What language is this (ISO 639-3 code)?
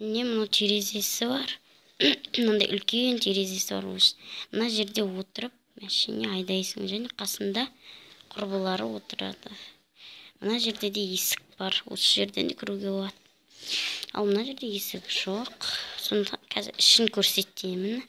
kaz